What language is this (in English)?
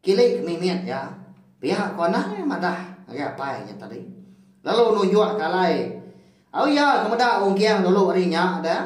Iban